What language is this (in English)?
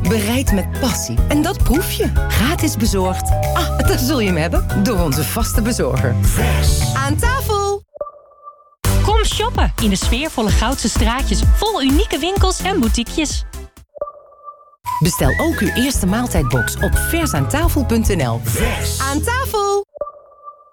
Dutch